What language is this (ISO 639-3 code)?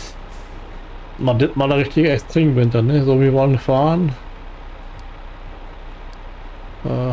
deu